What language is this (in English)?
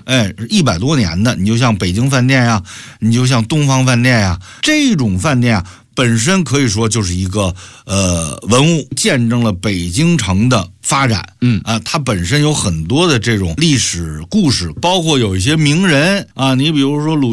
Chinese